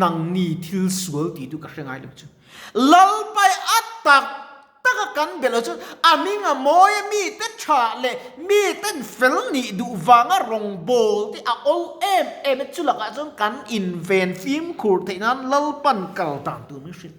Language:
Mizo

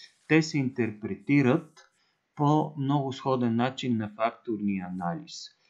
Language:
Bulgarian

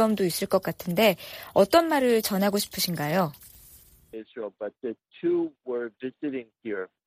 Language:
Korean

